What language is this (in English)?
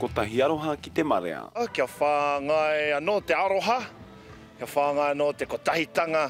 Māori